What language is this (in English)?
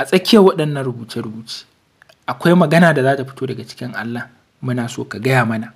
Hausa